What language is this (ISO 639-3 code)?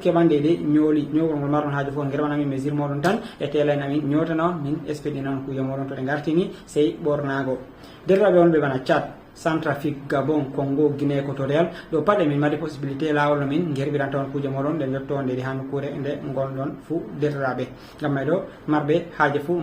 ful